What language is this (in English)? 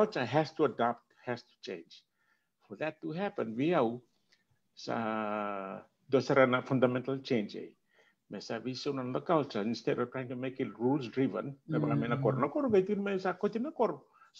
Fijian